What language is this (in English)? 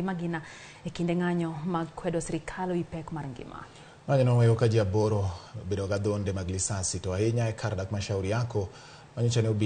Luo (Kenya and Tanzania)